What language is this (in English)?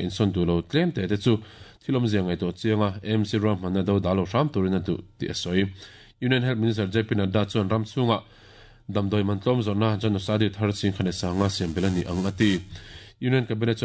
Mizo